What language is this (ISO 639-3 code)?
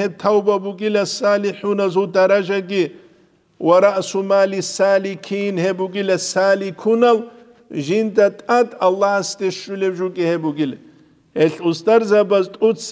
ava